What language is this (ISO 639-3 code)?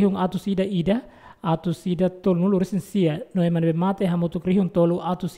tet